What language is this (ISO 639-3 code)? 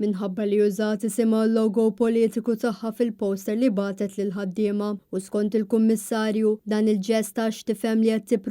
mlt